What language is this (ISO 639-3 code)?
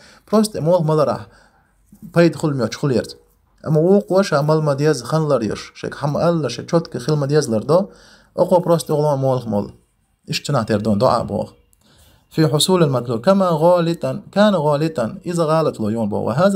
che